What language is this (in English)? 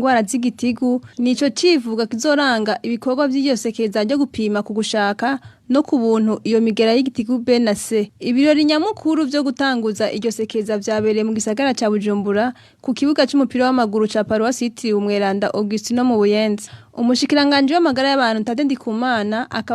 Rundi